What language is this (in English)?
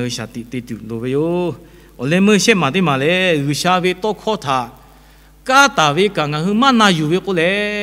Lahu